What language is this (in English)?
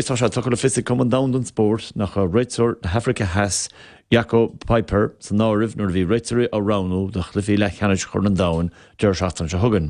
Irish